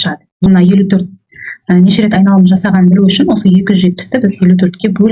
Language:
Kazakh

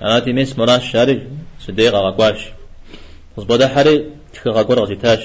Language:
Kabardian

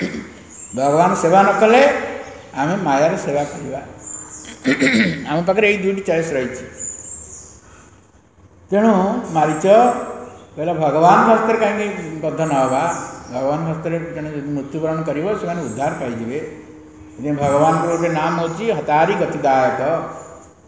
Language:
Odia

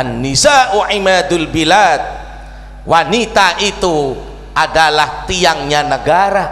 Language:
Madurese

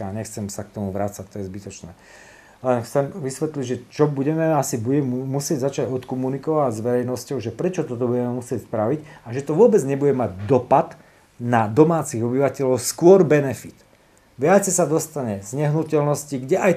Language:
Slovak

